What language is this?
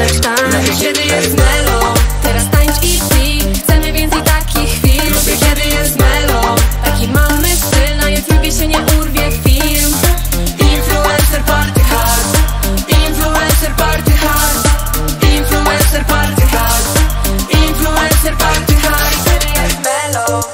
Polish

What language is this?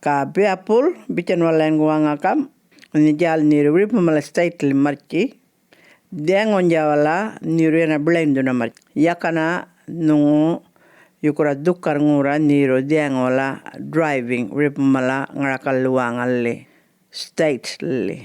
Djambarrpuyngu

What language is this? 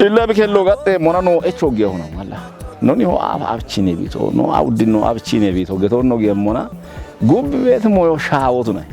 Kafa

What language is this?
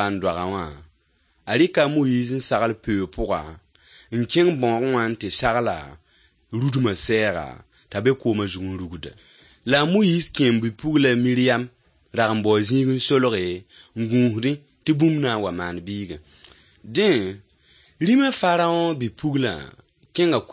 Mossi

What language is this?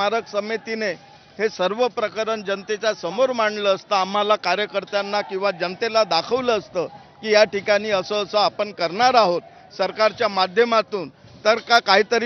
Marathi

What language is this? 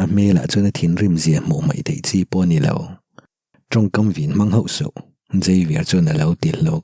Mizo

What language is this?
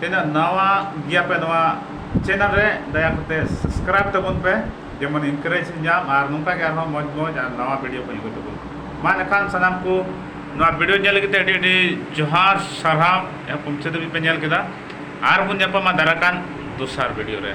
Santali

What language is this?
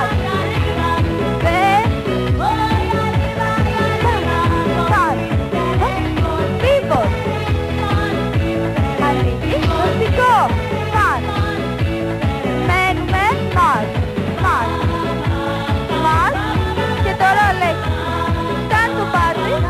Greek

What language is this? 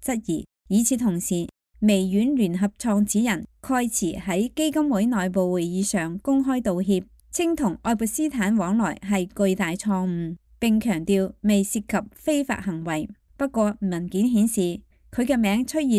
Cantonese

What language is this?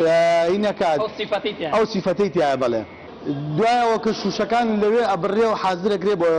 Central Kurdish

